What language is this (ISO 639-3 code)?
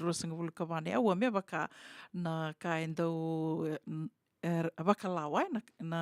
fij